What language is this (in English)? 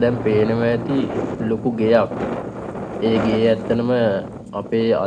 Sinhala